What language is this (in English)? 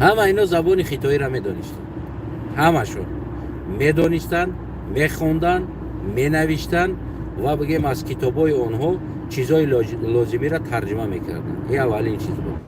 Tajik